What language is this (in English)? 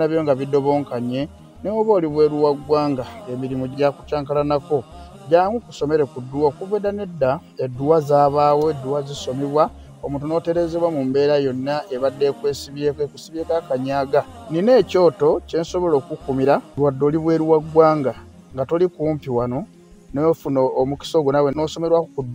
Ganda